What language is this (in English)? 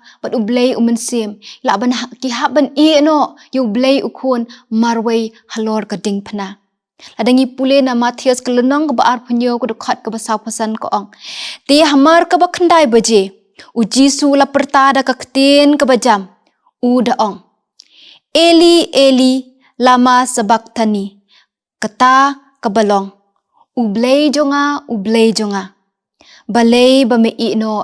Khasi